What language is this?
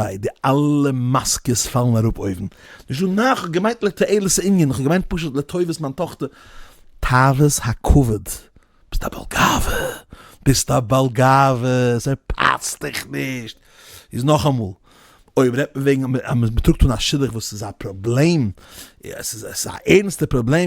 Yiddish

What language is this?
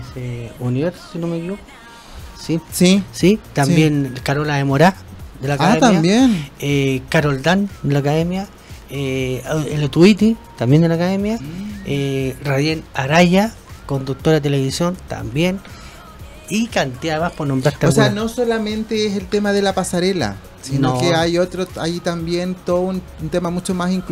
Spanish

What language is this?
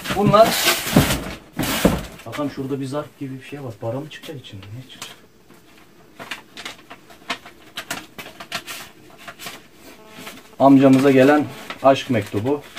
Turkish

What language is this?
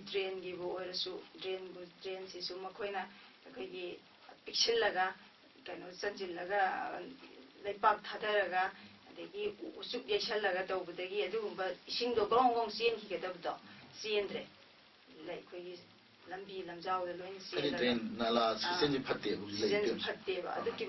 Manipuri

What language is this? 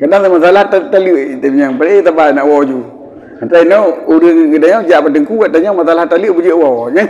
Achinese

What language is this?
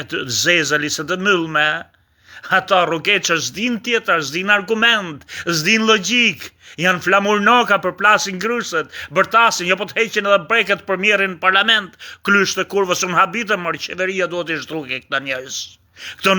Albanian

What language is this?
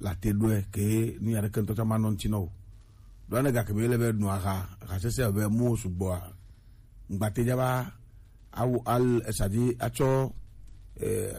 Gen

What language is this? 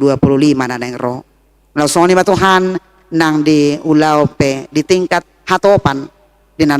Batak Toba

